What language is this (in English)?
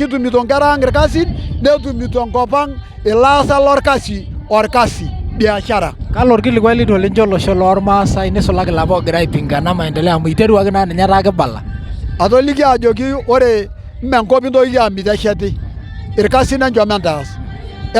Masai